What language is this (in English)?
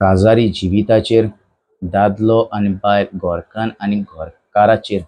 Konkani